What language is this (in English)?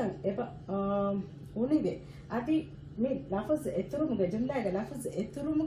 Divehi